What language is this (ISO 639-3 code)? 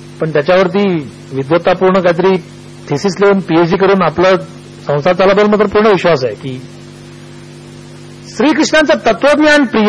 mar